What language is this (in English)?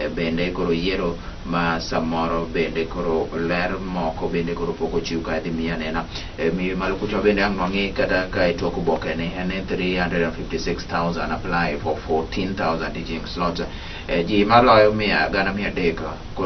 Luo (Kenya and Tanzania)